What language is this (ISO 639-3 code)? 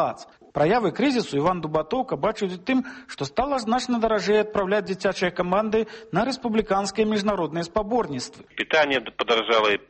bel